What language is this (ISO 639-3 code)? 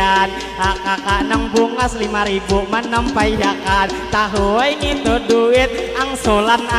bjn